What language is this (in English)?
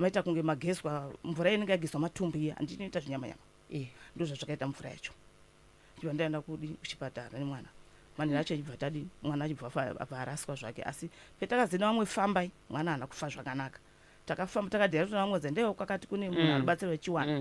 Shona